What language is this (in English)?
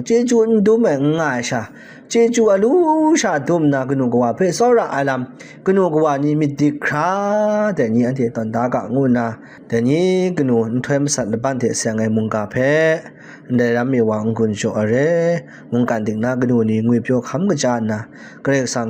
Kachin